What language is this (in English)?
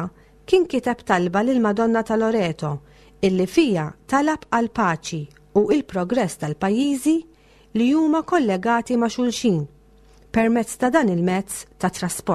Maltese